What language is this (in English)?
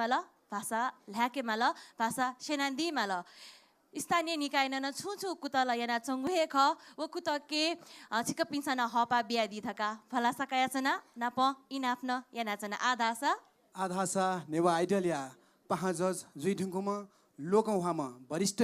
Newari